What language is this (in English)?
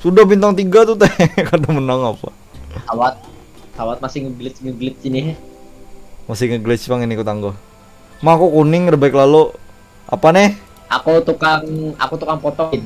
Banjar